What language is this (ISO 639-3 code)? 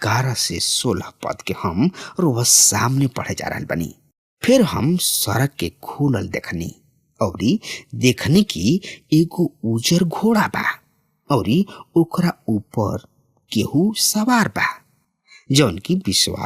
bho